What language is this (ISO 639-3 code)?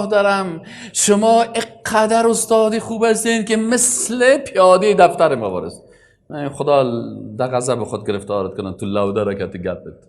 fas